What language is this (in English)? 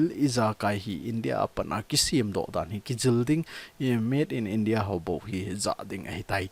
Thado Chin